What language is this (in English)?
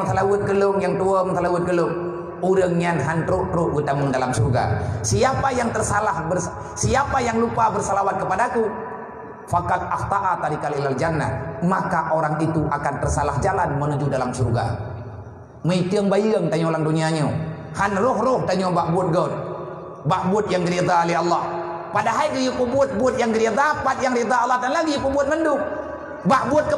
Achinese